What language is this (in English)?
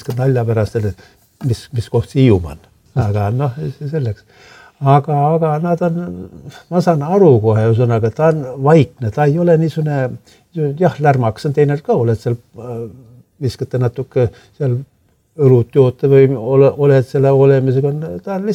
Estonian